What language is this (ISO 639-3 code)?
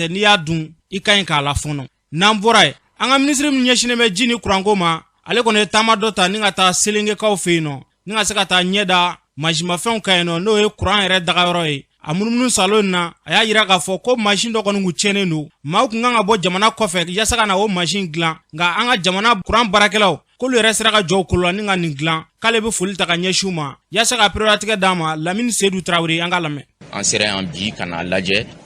bam